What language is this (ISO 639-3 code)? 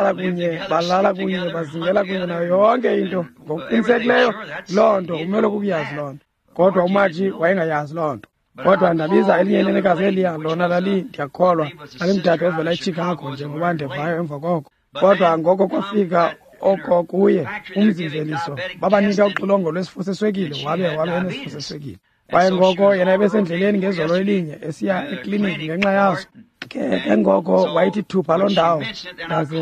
xho